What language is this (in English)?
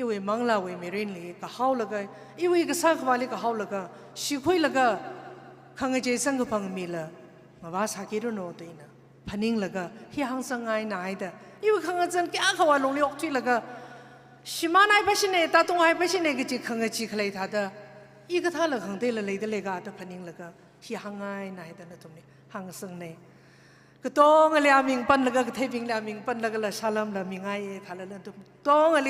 Tangkhul Naga (India)